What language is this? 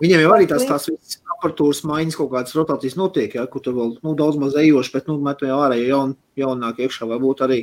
Latvian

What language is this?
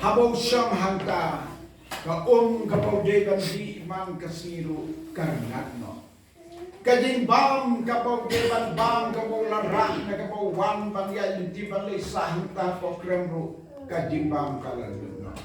Khasi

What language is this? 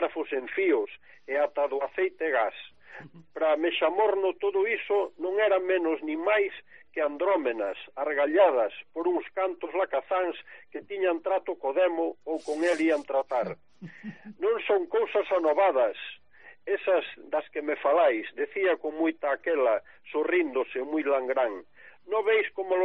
Galician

